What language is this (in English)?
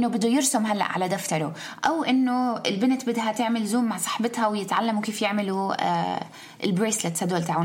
North Levantine Arabic